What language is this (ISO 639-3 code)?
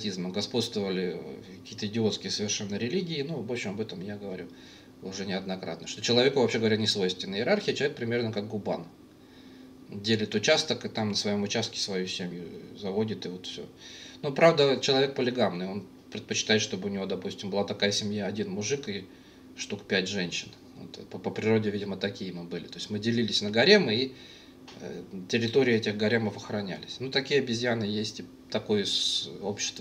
rus